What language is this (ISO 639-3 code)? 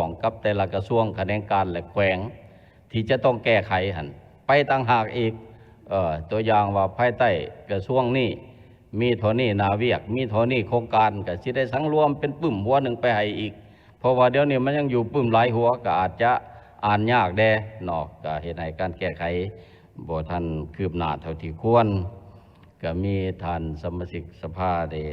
lao